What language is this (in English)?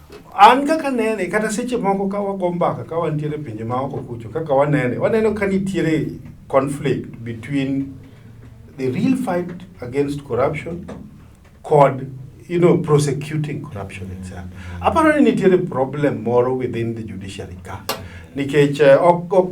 Luo (Kenya and Tanzania)